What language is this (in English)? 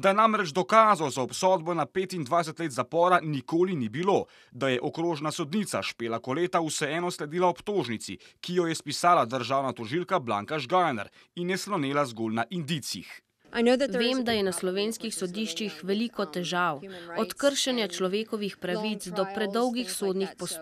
Slovenian